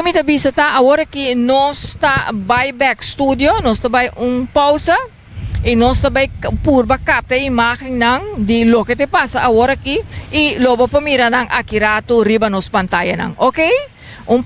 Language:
Papiamento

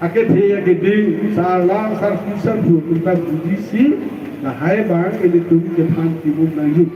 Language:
Karbi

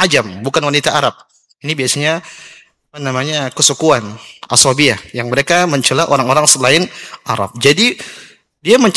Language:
Indonesian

